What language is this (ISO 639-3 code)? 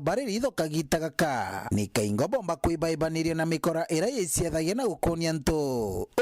mer